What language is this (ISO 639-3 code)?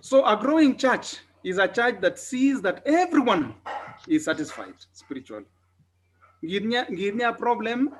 kln